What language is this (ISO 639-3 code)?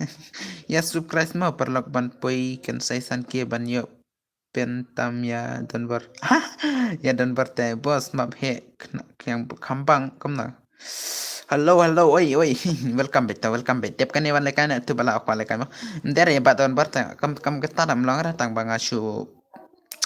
kha